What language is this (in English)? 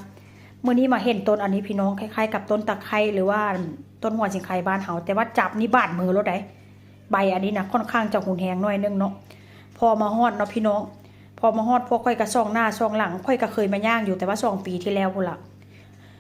Northeastern Thai